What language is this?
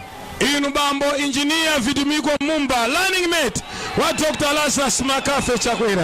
Nyanja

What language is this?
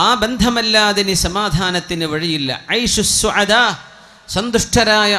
Malayalam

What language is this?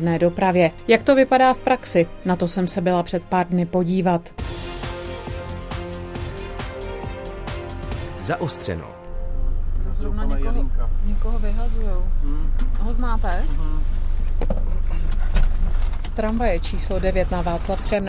Czech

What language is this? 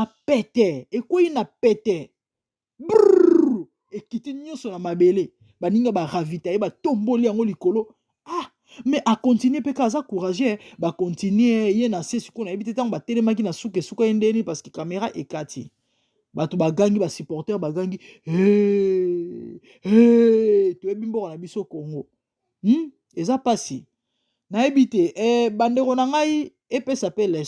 Lingala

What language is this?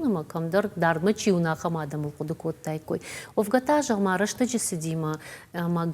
Ossetic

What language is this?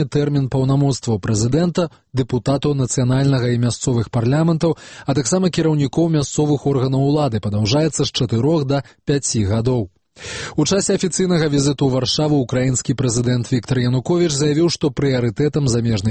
Belarusian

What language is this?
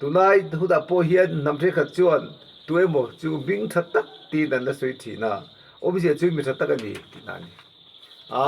Mizo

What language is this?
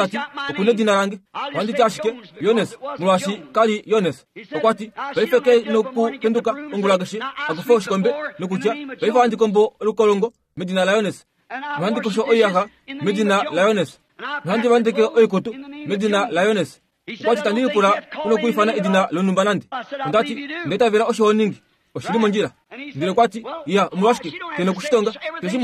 Kuanyama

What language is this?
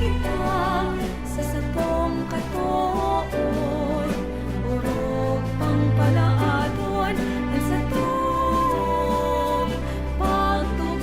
Bikol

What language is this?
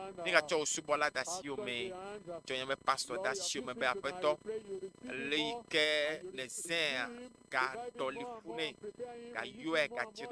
Ewe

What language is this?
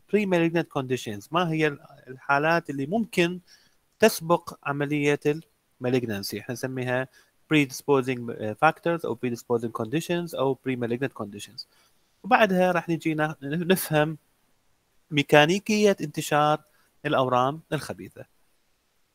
Mesopotamian Arabic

